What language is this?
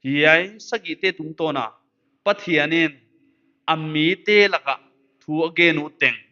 Paite Chin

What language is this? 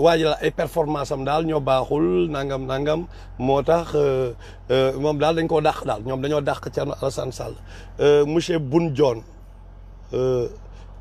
Wolof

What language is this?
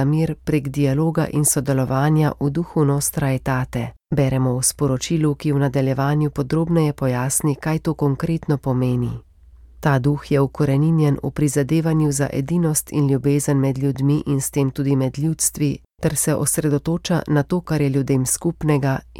Slovenian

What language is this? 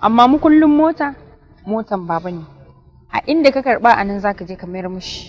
Hausa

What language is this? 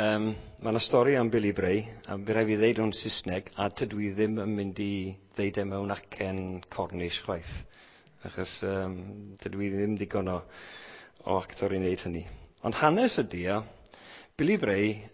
Welsh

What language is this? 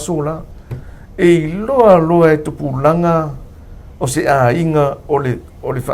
Samoan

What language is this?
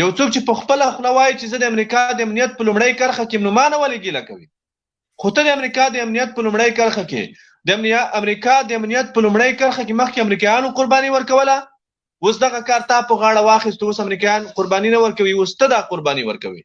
Pashto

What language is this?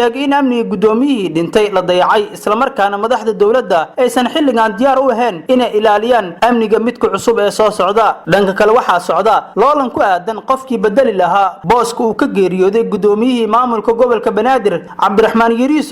Somali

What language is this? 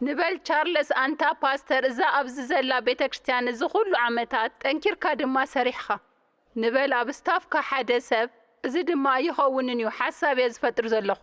Tigrinya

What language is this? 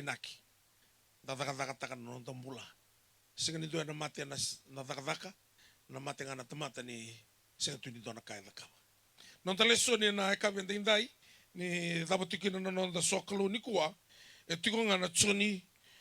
Fijian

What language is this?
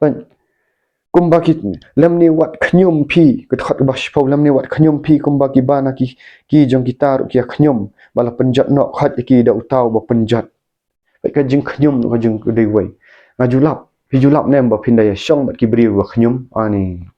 Khasi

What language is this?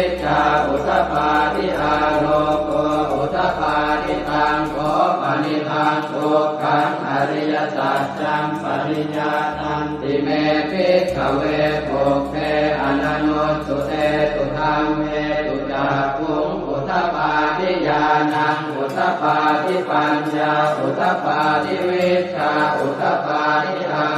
Pali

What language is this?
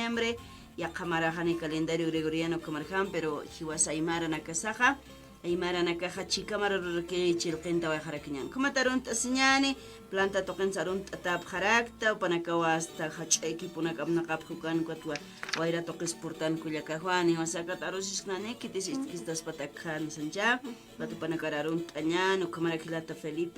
Aymara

